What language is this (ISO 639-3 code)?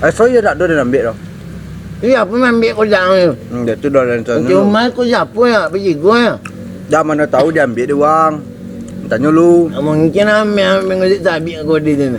min